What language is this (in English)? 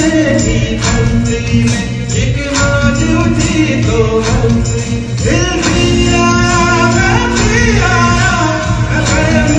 Hindi